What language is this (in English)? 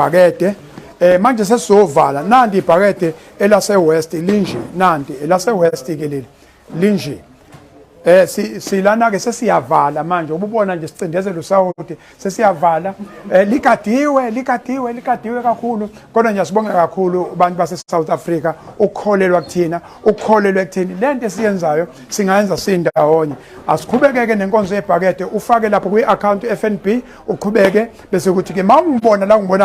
Zulu